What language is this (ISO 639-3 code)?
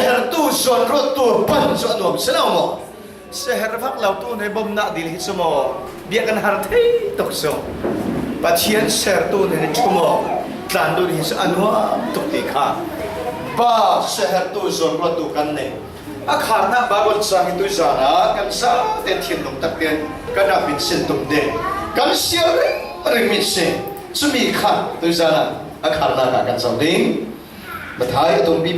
cfm